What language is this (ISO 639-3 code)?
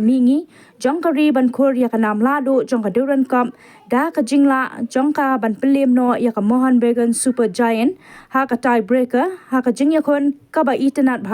kha